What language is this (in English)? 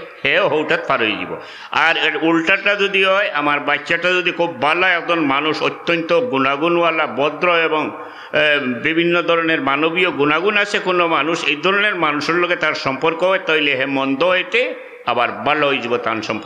Sylheti